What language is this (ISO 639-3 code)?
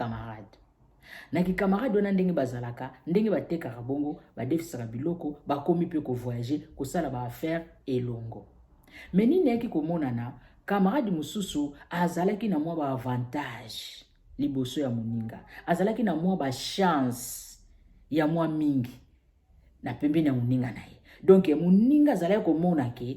lin